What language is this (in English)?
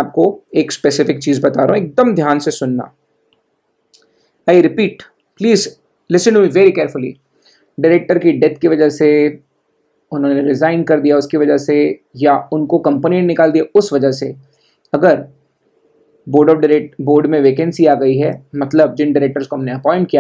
Hindi